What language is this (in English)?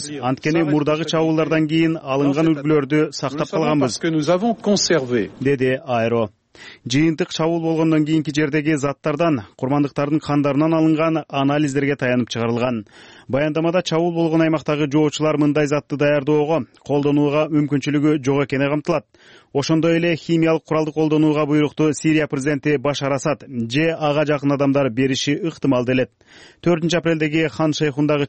Kyrgyz